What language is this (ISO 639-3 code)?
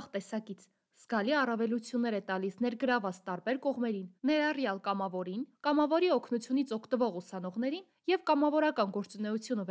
hye